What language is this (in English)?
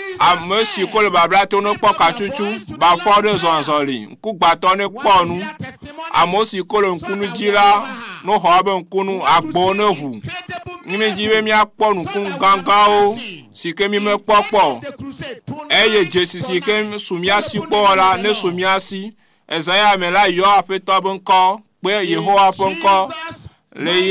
Ewe